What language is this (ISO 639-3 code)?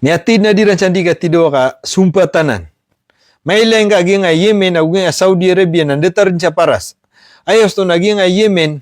mrw